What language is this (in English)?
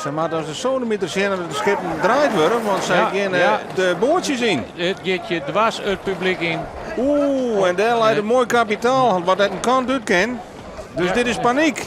Western Frisian